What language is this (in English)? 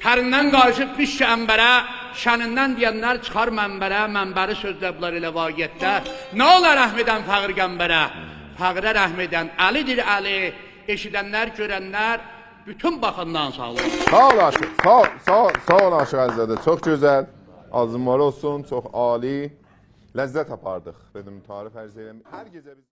South Azerbaijani